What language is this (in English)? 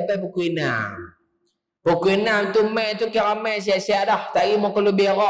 Malay